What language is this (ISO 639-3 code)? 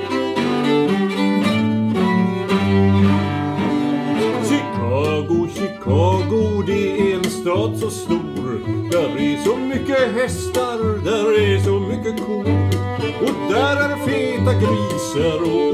swe